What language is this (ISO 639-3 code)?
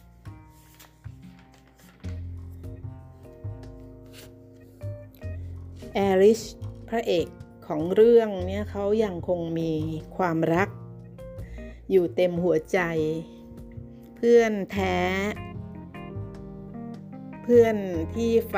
tha